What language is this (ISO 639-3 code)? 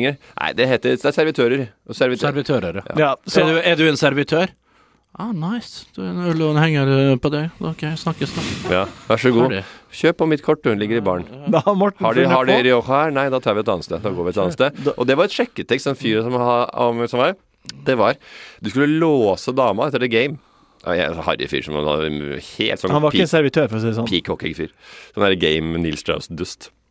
nor